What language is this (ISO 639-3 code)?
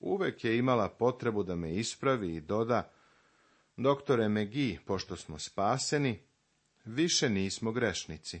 srp